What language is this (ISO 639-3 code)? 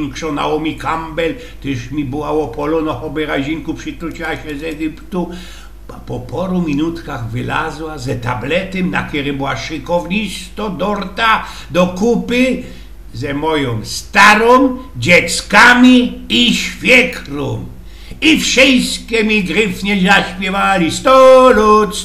szl